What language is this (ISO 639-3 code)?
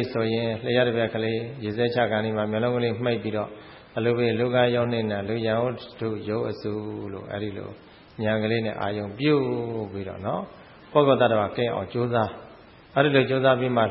mya